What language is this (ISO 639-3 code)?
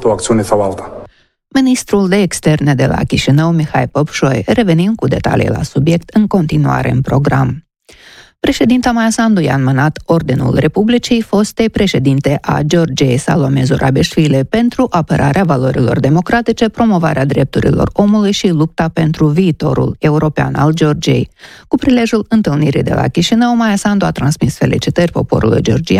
ron